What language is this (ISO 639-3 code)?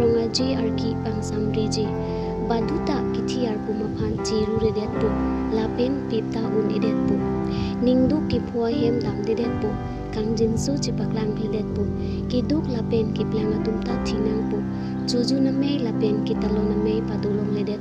mjw